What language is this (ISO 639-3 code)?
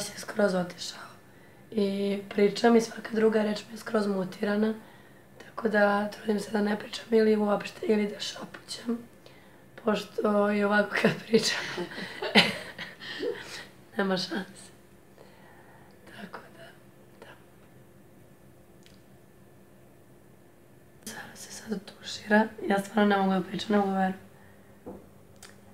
srp